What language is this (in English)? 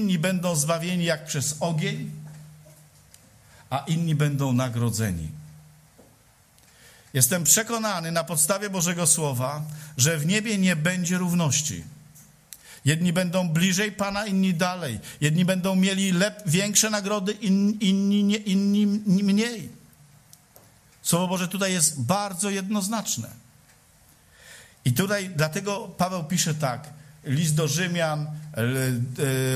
Polish